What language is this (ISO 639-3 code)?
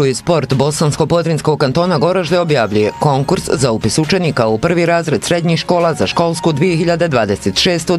bos